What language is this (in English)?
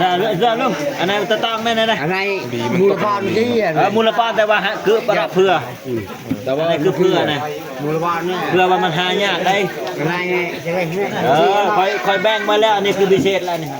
Northeastern Thai